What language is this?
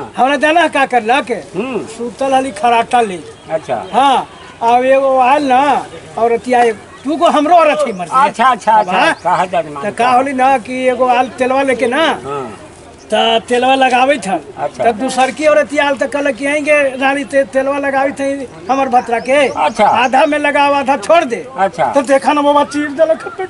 Magahi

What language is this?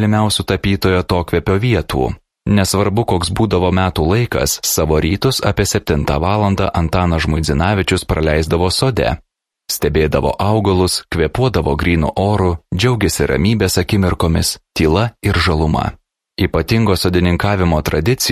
Lithuanian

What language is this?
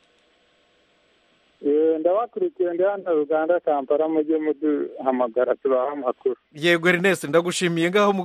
Kinyarwanda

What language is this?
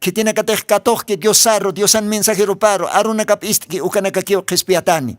Aymara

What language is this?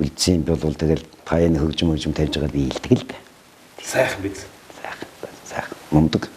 Mongolian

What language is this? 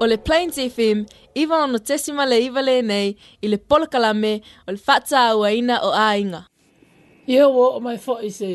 Samoan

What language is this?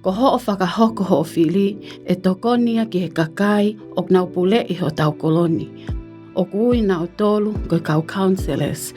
Tongan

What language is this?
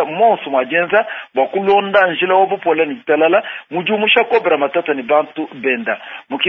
Luba-Lulua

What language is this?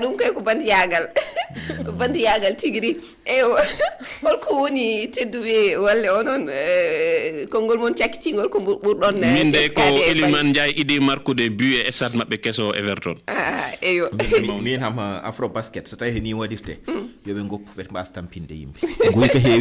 Fula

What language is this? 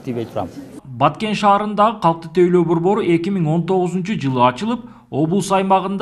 Kyrgyz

